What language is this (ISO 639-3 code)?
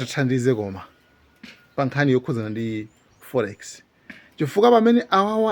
nya